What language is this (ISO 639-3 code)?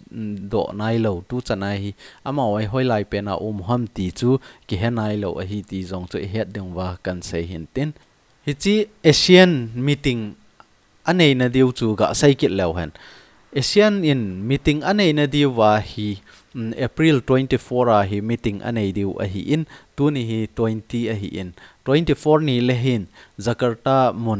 tcz